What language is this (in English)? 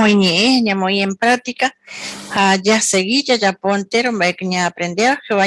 Guarani